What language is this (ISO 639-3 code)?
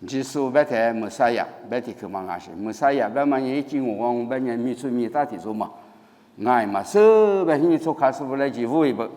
lis